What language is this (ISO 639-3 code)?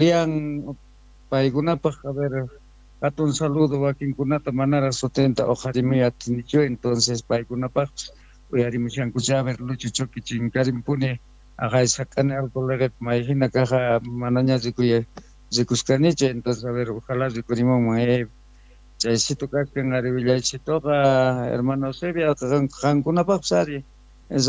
que